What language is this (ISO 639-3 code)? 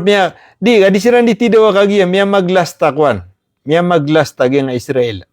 mrw